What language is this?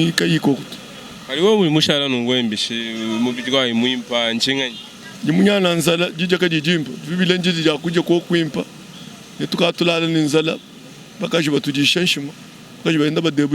Luba-Lulua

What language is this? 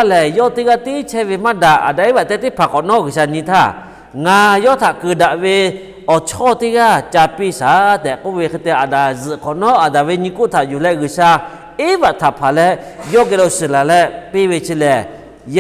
Lahu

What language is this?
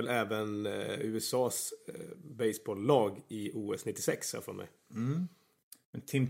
Swedish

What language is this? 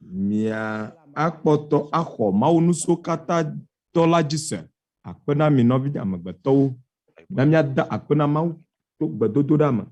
Ewe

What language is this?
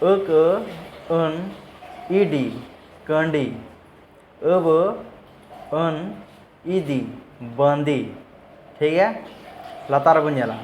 Santali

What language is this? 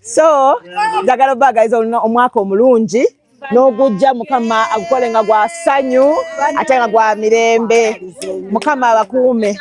Ganda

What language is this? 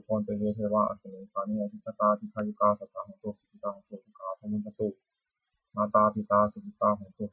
Pali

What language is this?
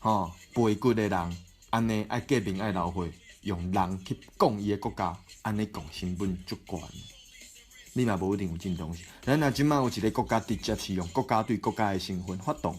Min Nan Chinese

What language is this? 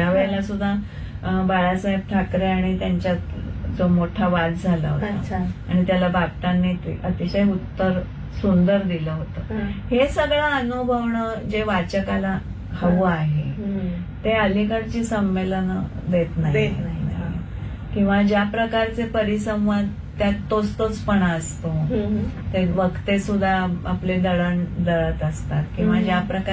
Marathi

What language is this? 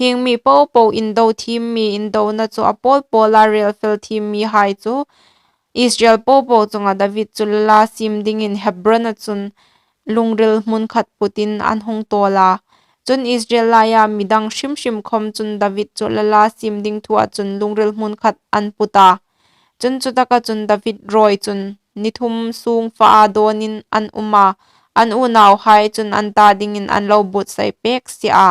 Hmar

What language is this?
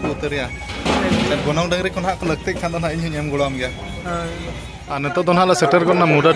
Santali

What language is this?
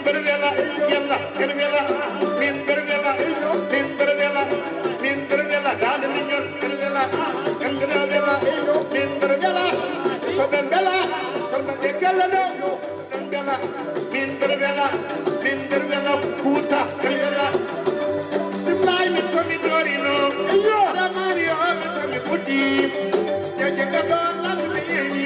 Fula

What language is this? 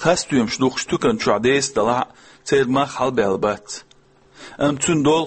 Chechen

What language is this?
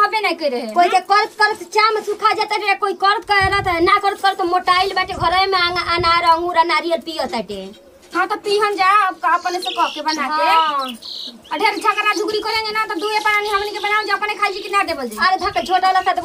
Bhojpuri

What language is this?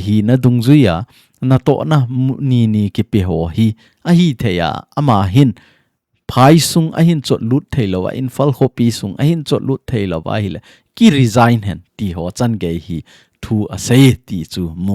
Thado Chin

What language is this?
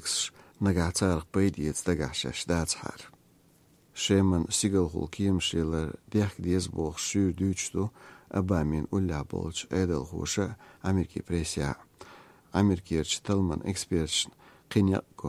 Chechen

